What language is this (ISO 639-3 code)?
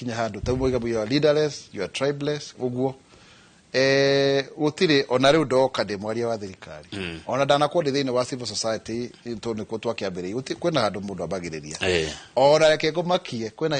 kik